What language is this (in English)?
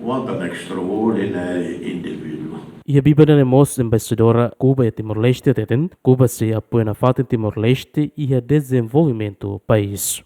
Tetum